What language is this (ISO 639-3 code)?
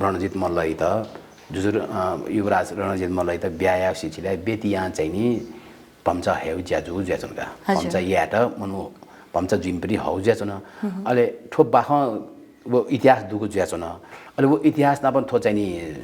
new